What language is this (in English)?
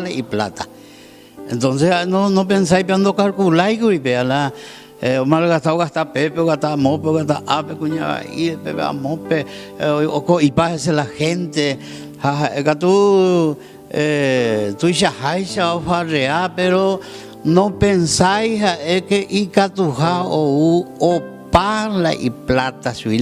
Guarani